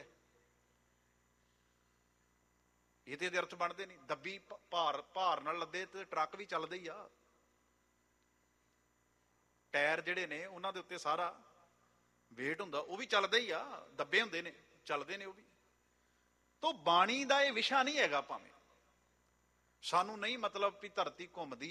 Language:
Punjabi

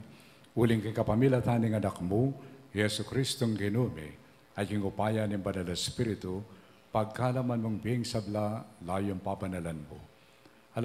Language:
Pampanga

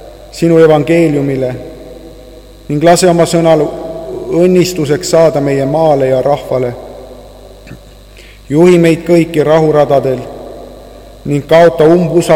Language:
Estonian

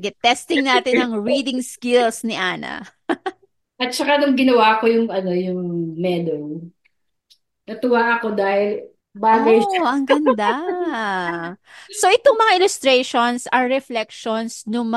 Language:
Filipino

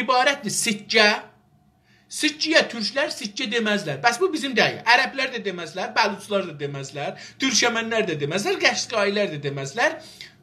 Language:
South Azerbaijani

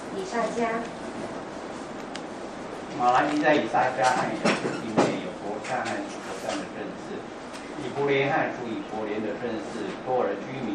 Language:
Chinese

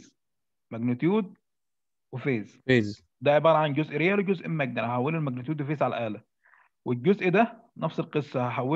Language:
Egyptian Arabic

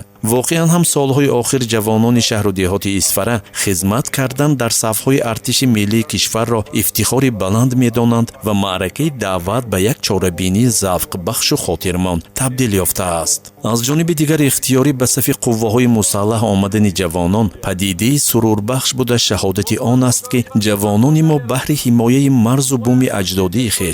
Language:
Tajik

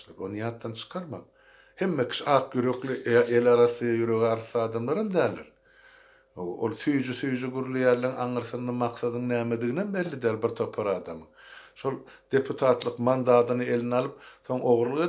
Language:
Turkmen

